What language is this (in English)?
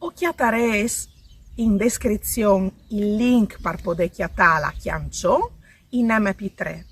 Friulian